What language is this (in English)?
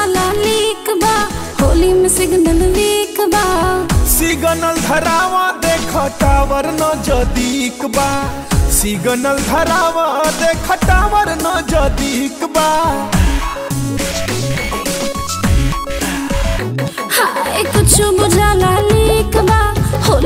Bhojpuri